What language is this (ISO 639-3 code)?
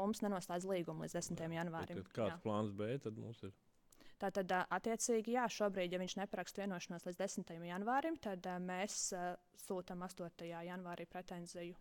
lav